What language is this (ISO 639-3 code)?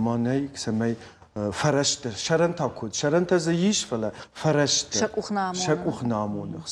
oss